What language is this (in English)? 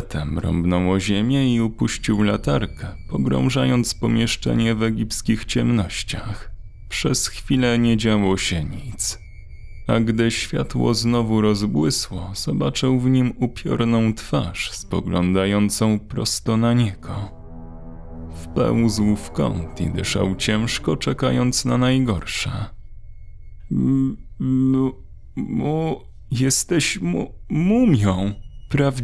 Polish